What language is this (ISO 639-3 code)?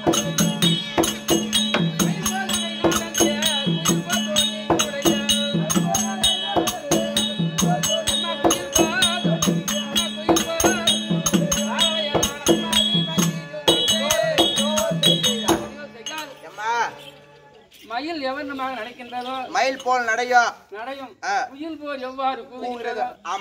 tam